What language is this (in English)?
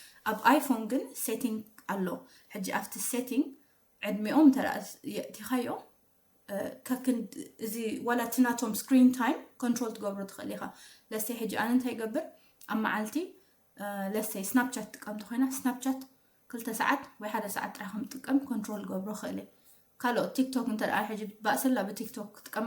Tigrinya